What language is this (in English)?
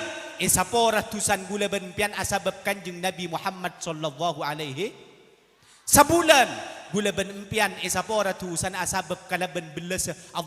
Madurese